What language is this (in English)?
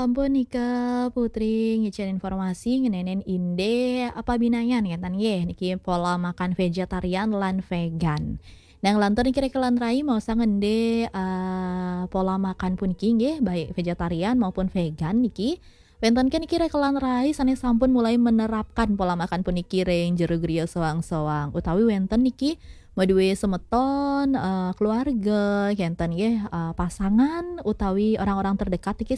Balinese